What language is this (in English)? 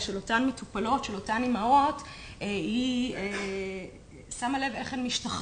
Hebrew